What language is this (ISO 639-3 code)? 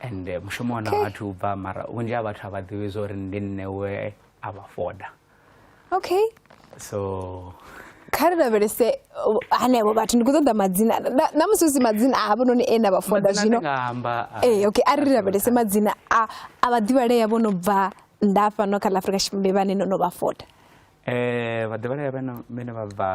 ven